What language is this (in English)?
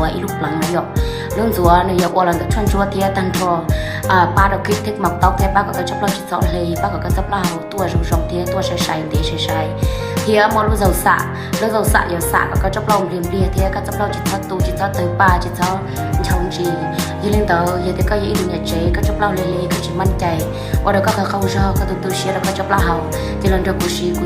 Hmong